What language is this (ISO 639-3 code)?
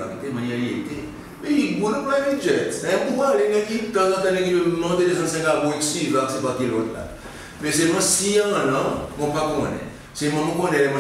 crs